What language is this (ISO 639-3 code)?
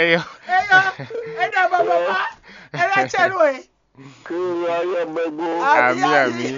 fon